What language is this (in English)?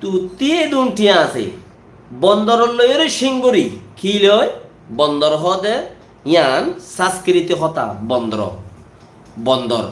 Rohingya